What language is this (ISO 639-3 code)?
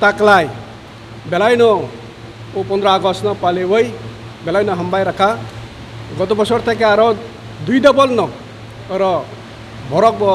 trp